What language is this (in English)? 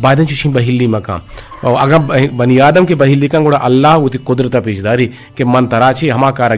Eastern Balochi